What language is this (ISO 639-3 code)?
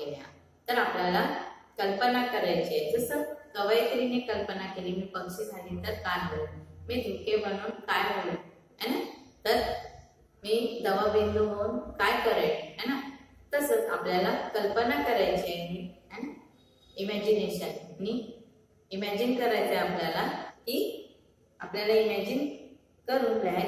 mar